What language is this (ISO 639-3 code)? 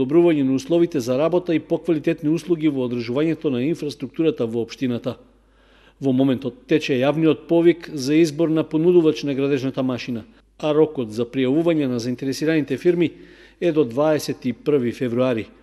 mkd